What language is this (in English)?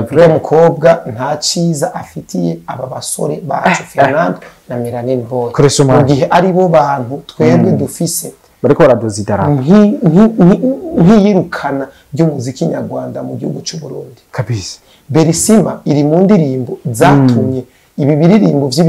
Rundi